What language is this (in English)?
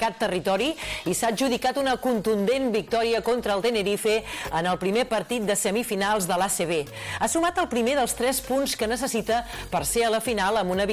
Catalan